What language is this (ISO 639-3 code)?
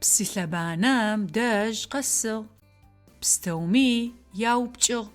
ady